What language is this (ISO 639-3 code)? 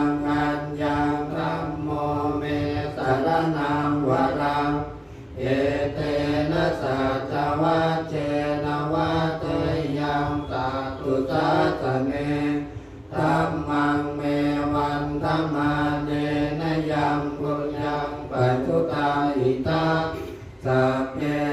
pli